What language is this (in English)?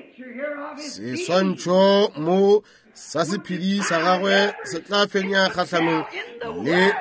Northern Sotho